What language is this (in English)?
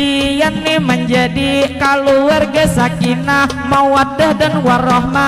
Banjar